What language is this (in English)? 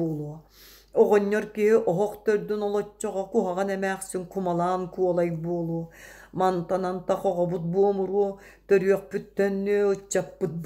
Yakut